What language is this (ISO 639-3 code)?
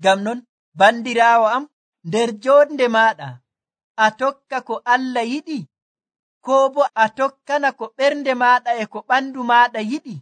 fuv